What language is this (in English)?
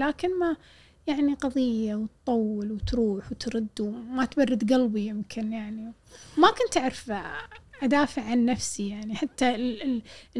Gulf Arabic